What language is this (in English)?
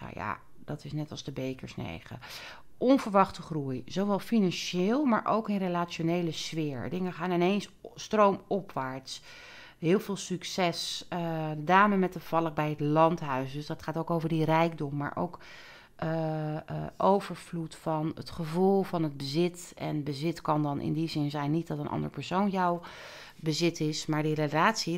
Dutch